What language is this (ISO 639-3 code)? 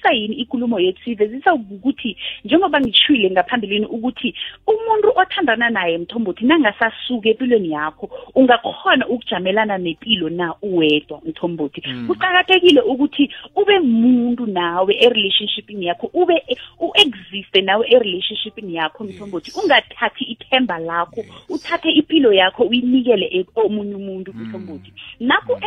nbl